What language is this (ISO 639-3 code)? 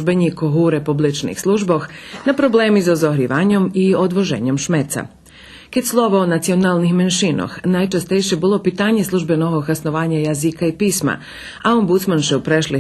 rue